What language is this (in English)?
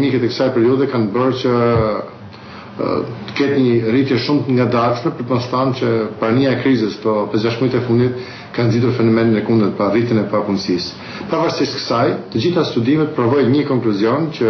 Albanian